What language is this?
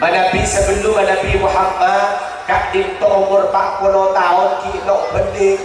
Madurese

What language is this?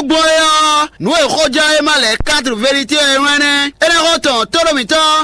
Fon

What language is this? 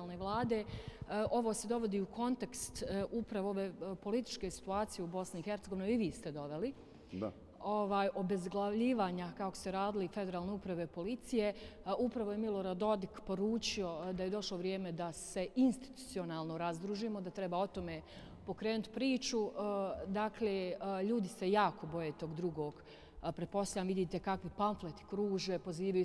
Bosnian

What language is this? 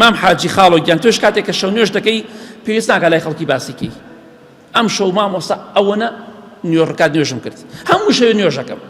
Central Kurdish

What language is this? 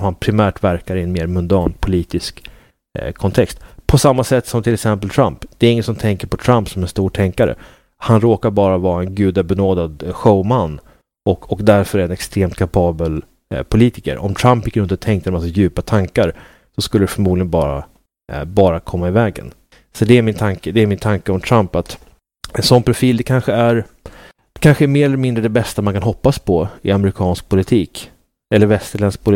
Swedish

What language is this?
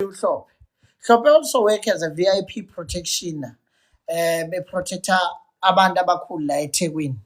Zulu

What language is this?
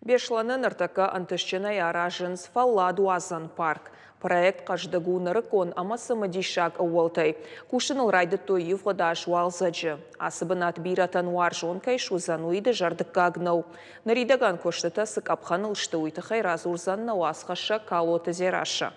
Ossetic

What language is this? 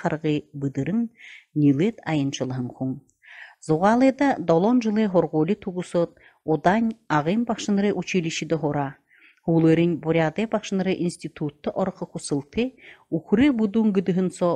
Buriat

